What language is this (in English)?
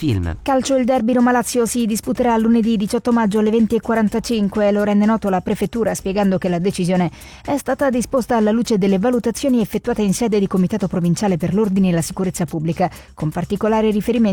Italian